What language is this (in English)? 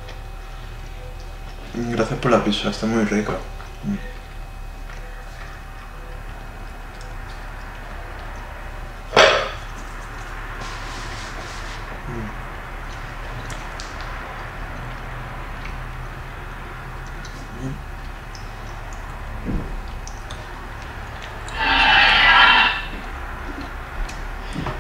Spanish